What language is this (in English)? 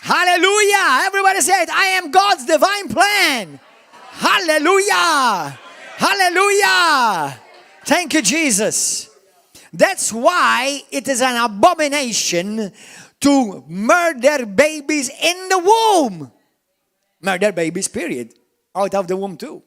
English